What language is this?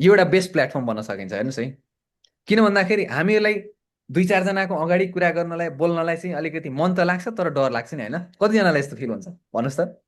Nepali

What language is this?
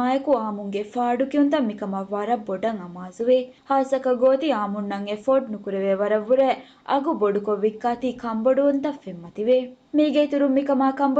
Divehi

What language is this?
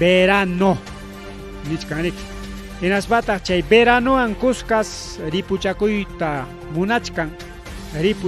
Ayacucho Quechua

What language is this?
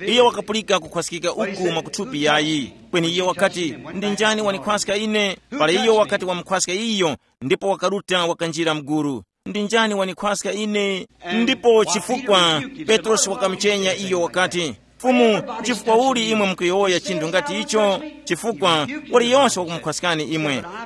Tumbuka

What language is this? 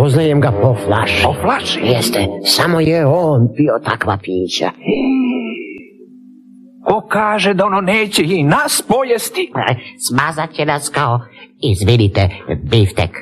Serbian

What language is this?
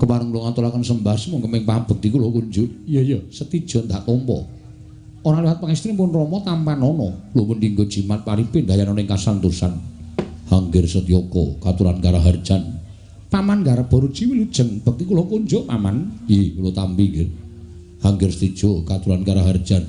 Javanese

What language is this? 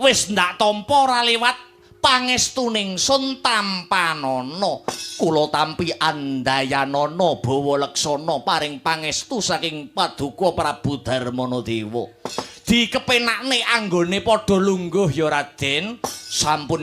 Javanese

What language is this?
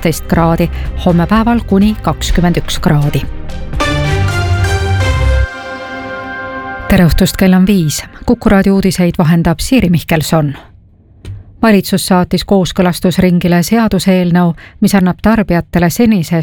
Estonian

